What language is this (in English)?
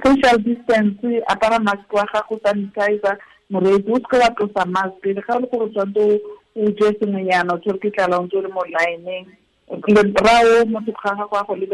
Tswana